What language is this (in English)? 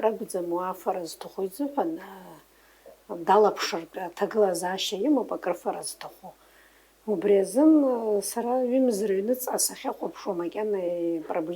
Abkhazian